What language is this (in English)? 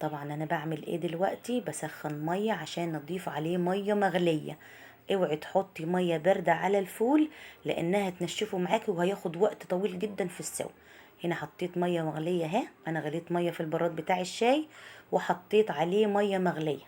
Egyptian Arabic